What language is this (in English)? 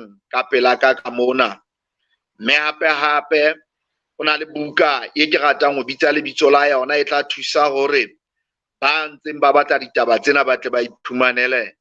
Southern Sotho